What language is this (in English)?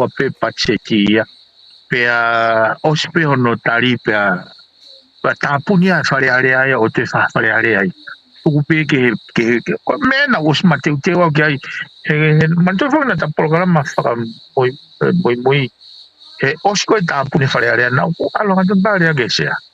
Tongan